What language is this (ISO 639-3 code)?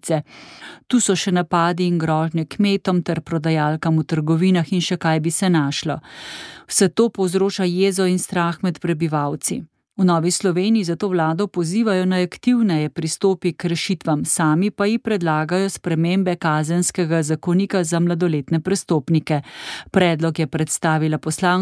slv